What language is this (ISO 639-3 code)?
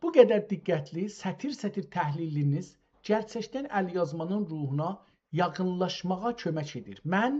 azb